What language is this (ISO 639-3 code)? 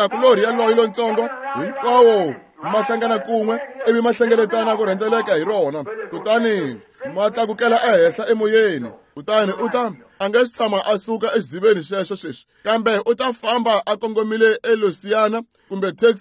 tso